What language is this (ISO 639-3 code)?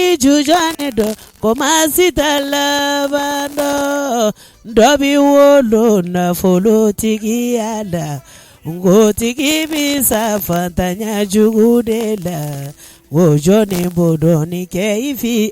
bam